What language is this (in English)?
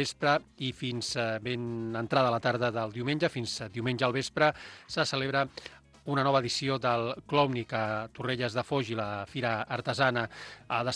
Catalan